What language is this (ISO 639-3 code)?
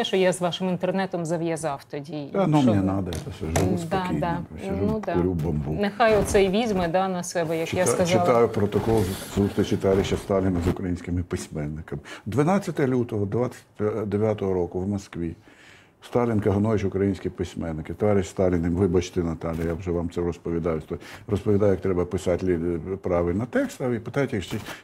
ukr